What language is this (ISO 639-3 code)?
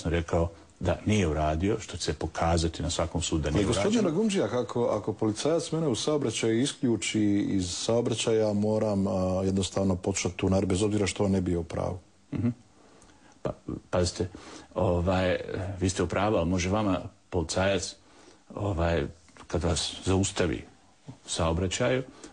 bos